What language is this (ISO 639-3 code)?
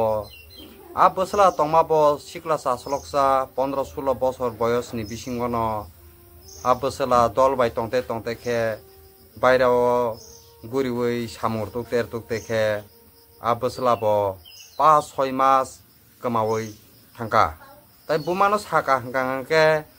trp